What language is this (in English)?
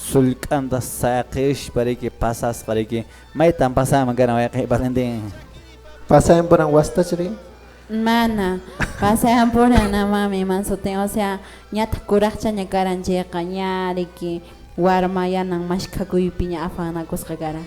Quechua